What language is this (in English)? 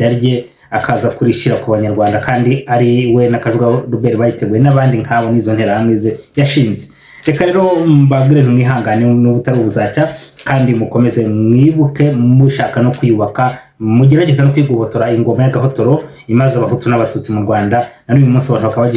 Kinyarwanda